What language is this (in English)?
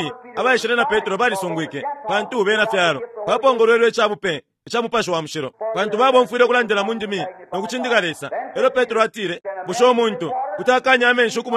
Bemba